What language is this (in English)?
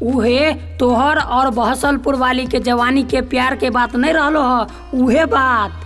Maithili